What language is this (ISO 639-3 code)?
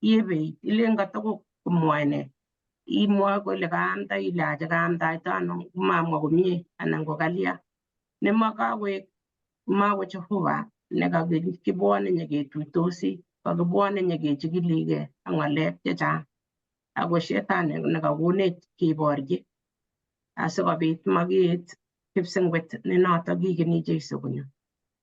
kln